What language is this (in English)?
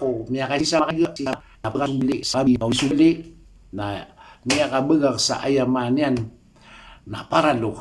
Maranao